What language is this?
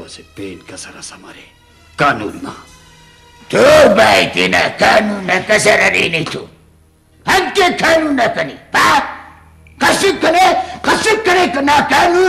Brahui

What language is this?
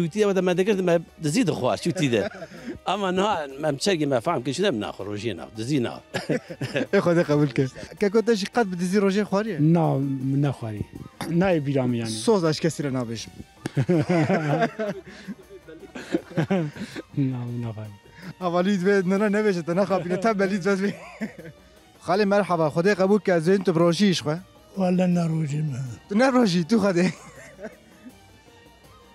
Kurdish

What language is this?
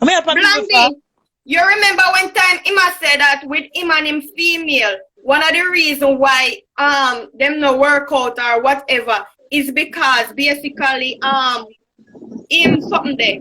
Jamaican Creole English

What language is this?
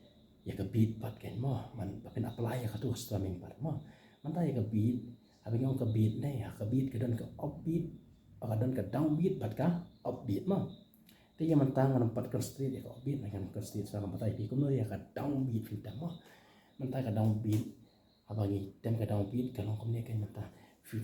Khasi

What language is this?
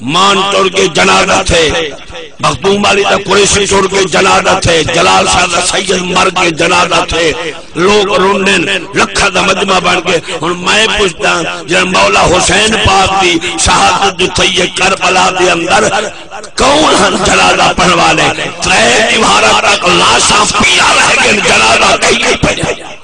Saraiki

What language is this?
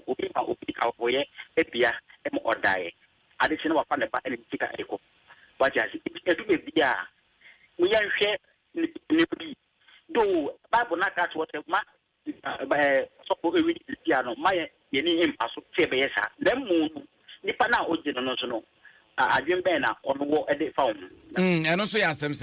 Akan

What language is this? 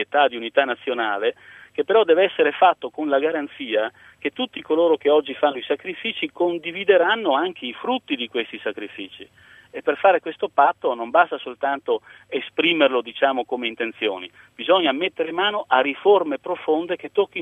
Italian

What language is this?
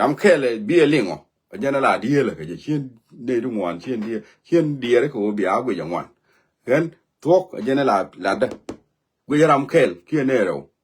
Nuer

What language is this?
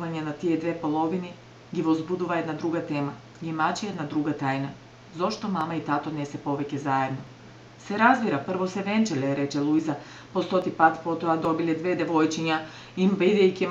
Macedonian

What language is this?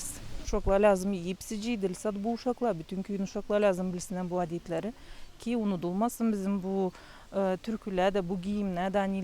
Gagauz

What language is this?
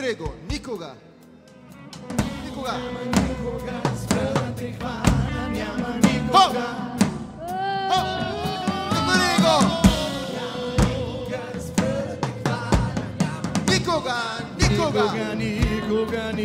Bulgarian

